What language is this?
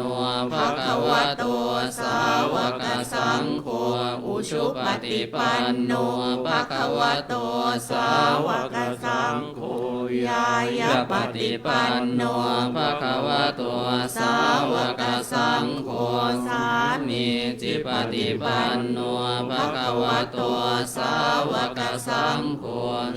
Pali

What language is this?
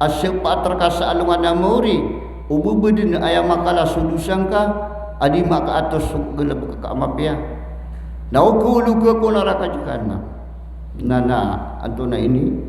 Maranao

